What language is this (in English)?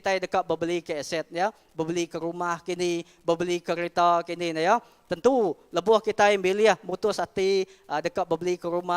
Iban